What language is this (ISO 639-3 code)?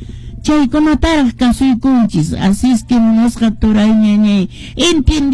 que